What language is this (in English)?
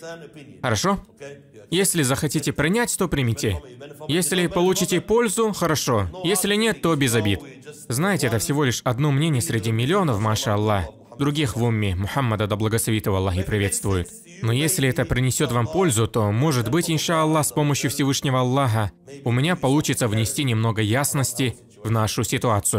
Russian